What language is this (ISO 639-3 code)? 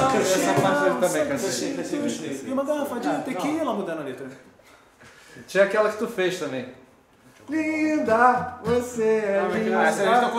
por